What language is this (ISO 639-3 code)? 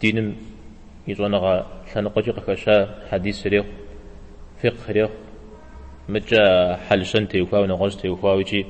kbd